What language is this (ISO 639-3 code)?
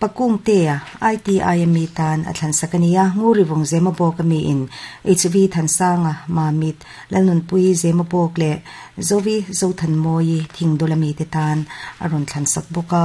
lus